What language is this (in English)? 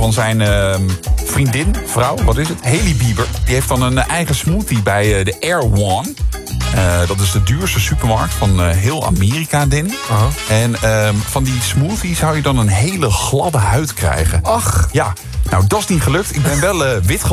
Dutch